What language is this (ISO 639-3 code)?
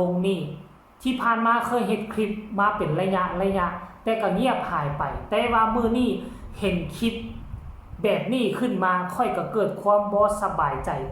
tts